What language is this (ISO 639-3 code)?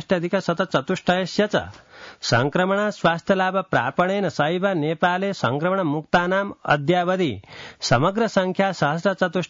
san